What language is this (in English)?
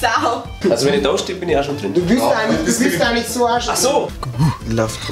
Bavarian